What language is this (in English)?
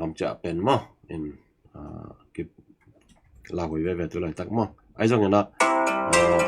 Tedim Chin